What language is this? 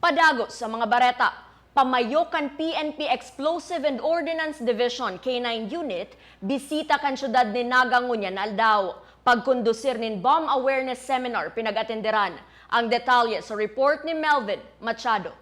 Bikol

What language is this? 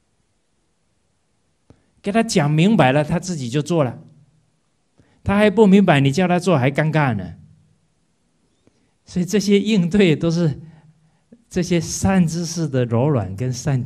Chinese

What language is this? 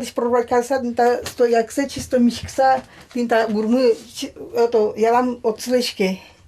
Udmurt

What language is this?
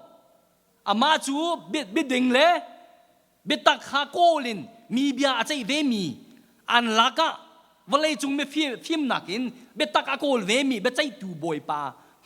Hakha Chin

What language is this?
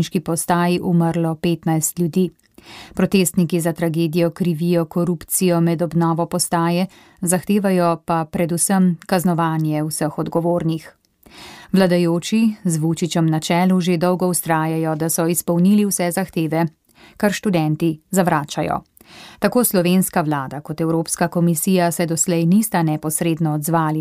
Slovenian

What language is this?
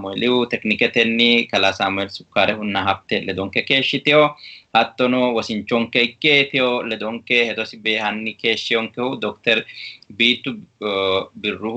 Sidamo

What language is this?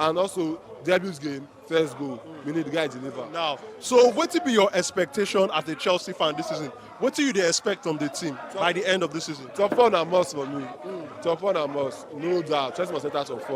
Nigerian Pidgin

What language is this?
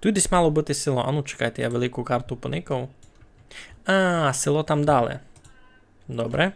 Rusyn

